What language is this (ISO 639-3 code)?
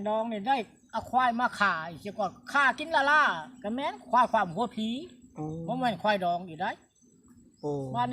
lao